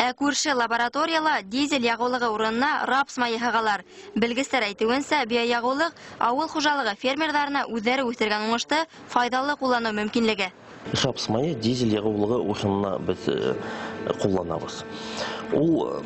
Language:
Bashkir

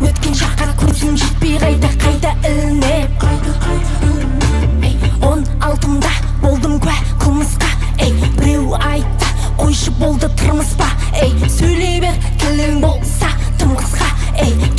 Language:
Kazakh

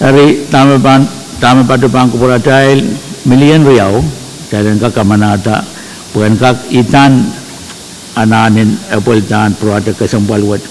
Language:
Pohnpeian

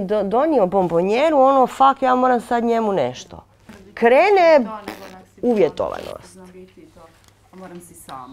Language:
Croatian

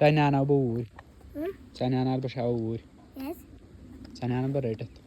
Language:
Kashmiri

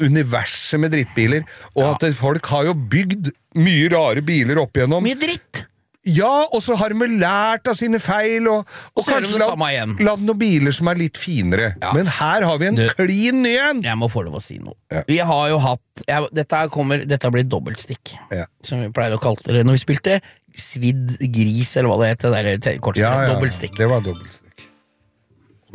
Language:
Norwegian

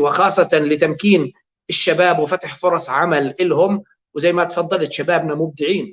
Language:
North Levantine Arabic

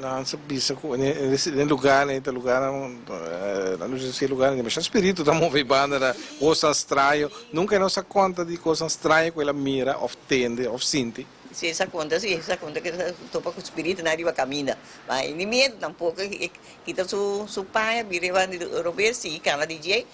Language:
Papiamento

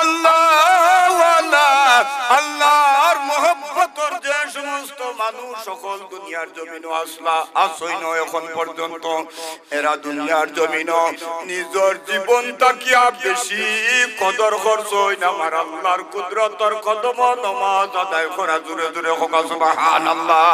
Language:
Sylheti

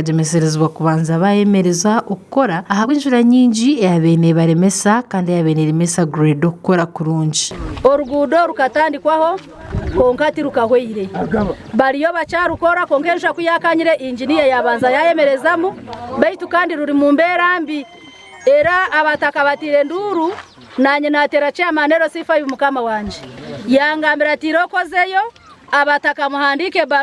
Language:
Nyankole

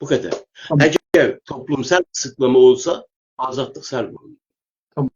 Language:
South Azerbaijani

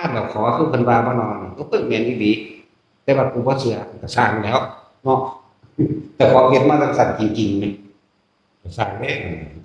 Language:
Northeastern Thai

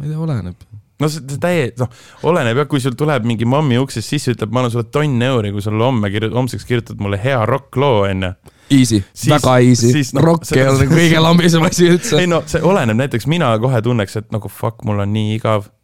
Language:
Estonian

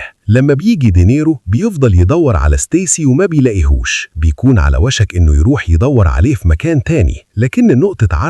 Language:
Egyptian Arabic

